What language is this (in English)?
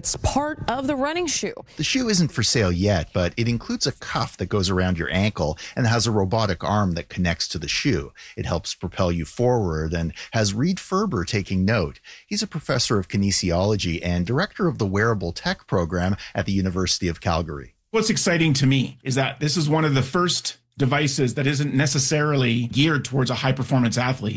English